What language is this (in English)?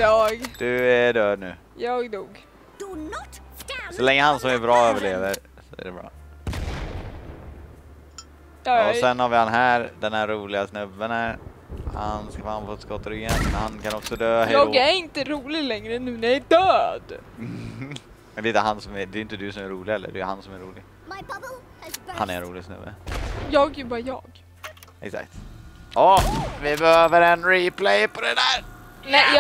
Swedish